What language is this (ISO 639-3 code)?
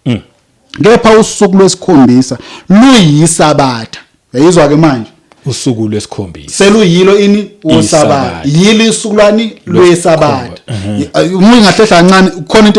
zul